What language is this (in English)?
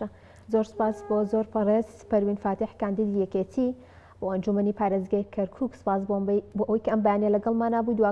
Central Kurdish